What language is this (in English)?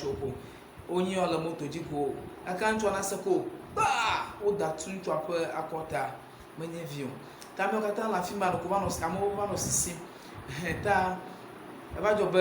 Ewe